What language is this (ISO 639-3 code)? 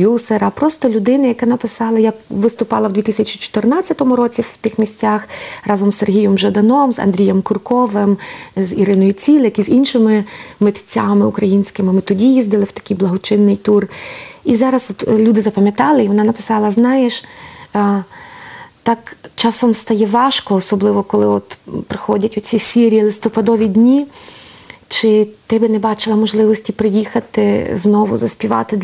ukr